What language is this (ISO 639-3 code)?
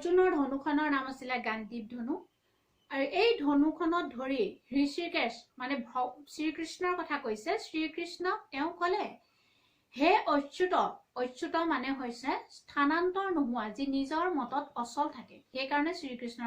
asm